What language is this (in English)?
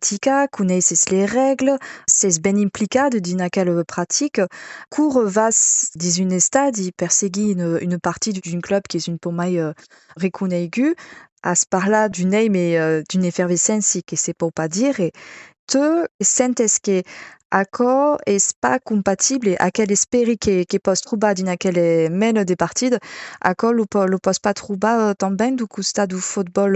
Occitan